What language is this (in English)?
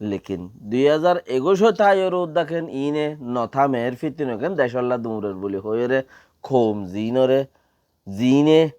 Rohingya